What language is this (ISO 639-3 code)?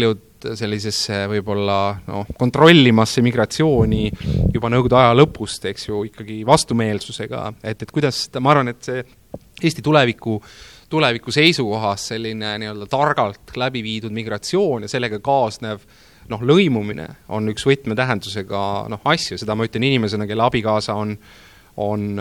est